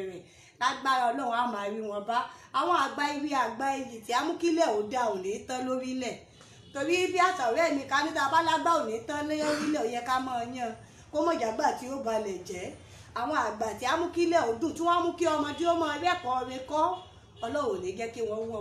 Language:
Yoruba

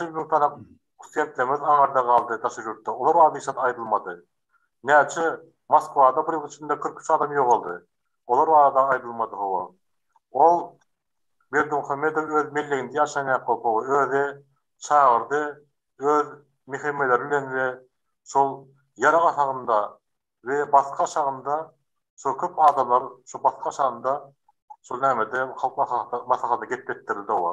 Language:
Turkmen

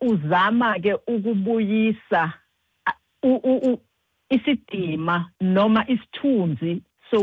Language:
Xhosa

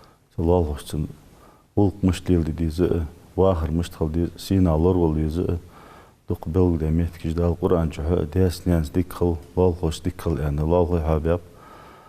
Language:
Ingush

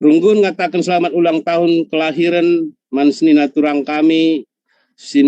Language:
Batak Karo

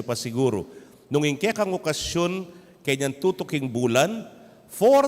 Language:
Pampanga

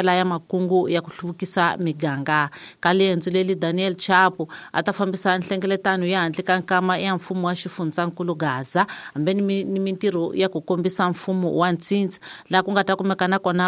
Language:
Tsonga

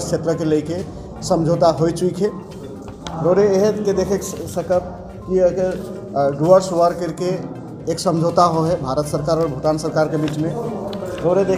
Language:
Sadri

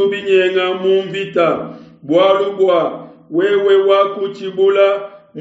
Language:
Luba-Lulua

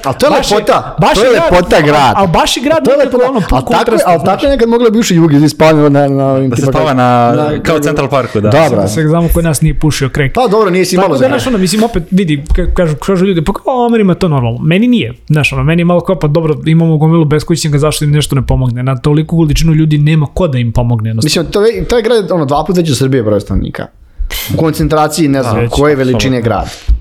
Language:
Serbian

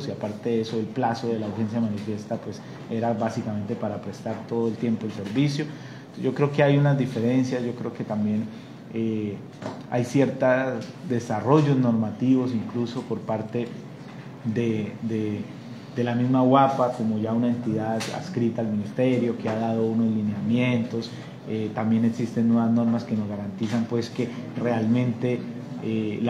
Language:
Spanish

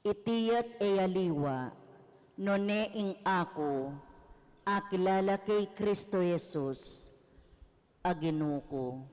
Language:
Pampanga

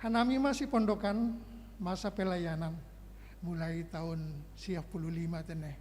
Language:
Batak Simalungun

